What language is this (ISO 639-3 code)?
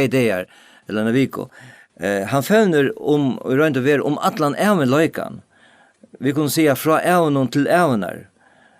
fao